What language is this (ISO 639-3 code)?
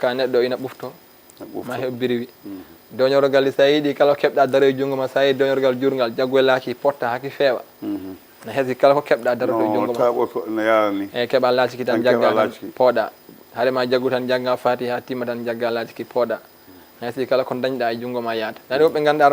ful